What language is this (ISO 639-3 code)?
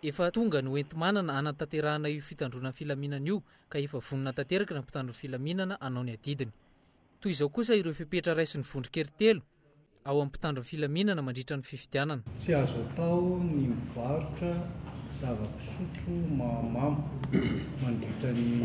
mlg